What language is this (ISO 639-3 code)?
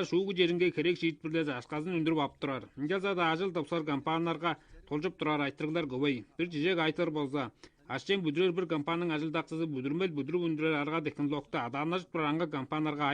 tyv